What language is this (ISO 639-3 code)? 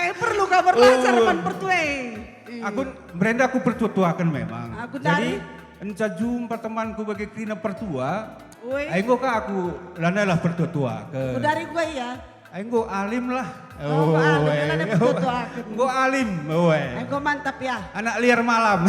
btx